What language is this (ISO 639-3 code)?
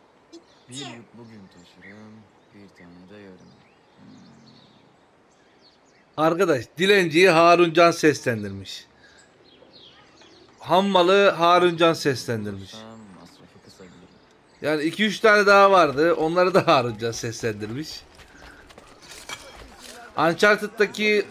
tur